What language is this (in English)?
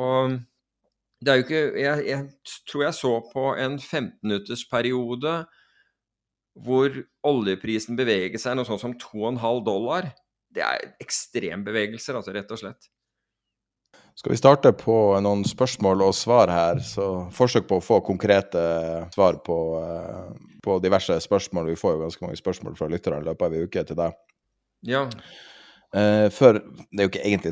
Norwegian